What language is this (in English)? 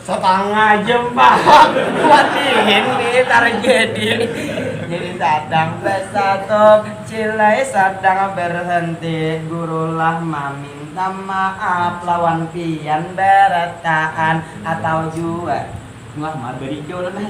Banjar